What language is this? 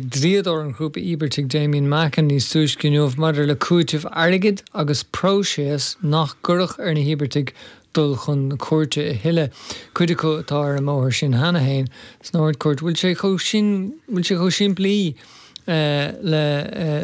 Irish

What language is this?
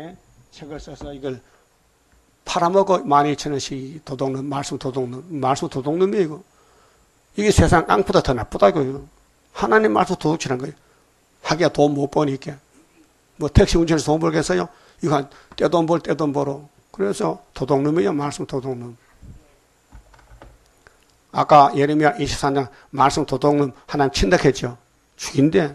Korean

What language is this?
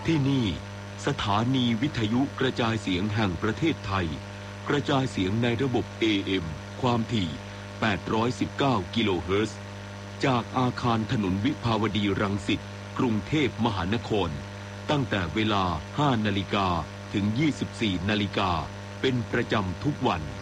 Thai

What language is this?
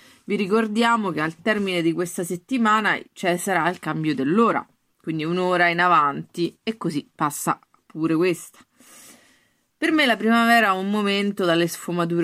Italian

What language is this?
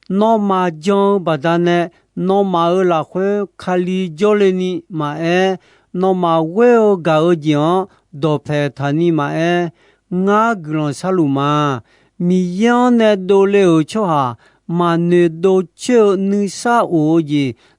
Akha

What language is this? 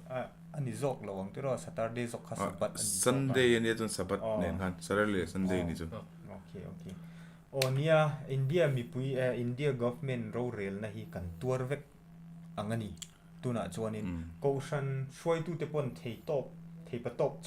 Mizo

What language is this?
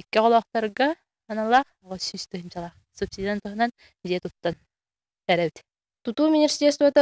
Yakut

